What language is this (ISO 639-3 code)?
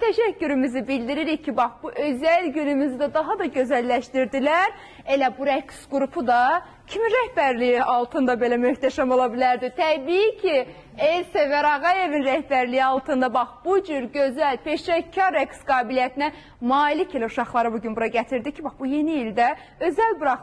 aze